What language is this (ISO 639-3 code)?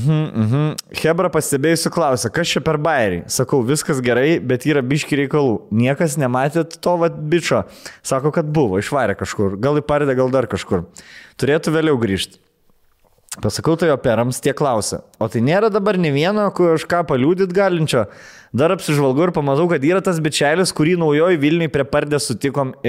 lit